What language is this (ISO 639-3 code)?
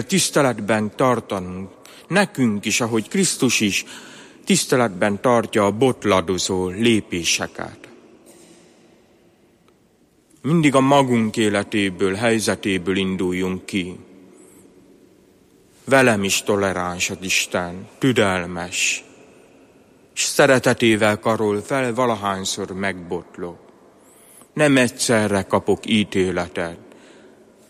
hun